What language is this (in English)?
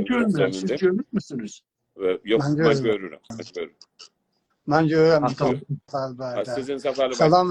South Azerbaijani